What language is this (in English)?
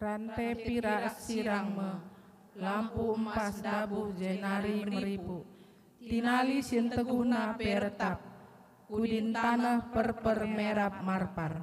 Batak Karo